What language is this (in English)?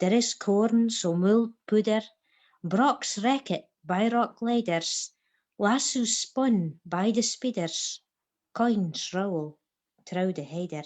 Scots